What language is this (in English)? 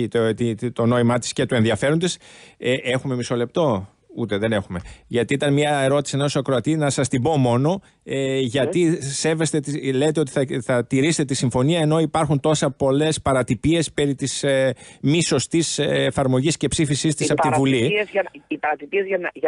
Greek